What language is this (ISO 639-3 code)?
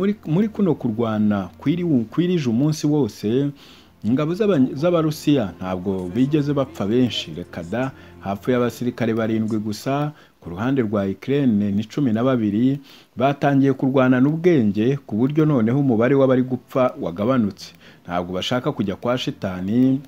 kin